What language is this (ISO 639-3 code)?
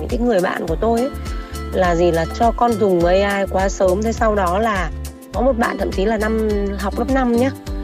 vie